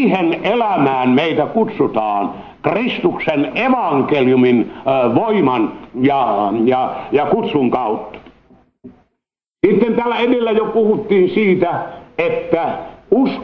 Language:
Finnish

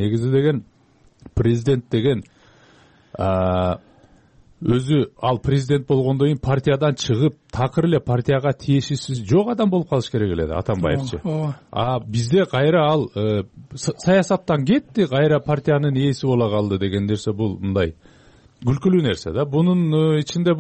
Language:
Kyrgyz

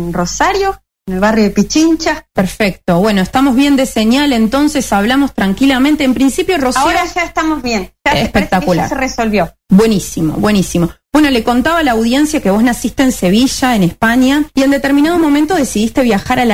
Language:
Spanish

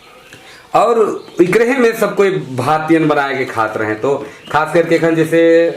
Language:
Sadri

